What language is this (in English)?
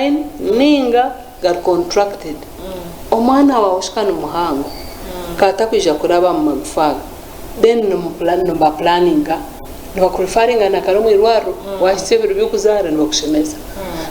Nyankole